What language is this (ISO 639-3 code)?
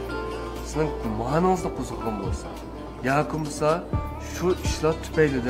uig